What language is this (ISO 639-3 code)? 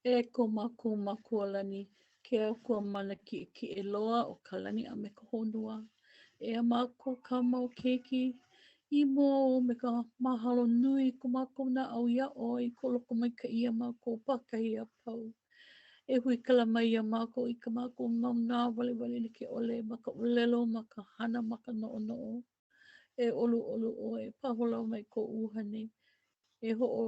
haw